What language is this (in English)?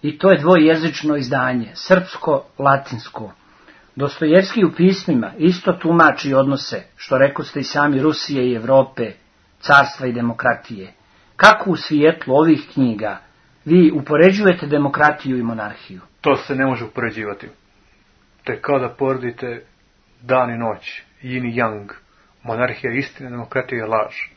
Serbian